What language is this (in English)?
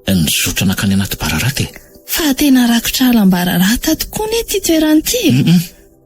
Malagasy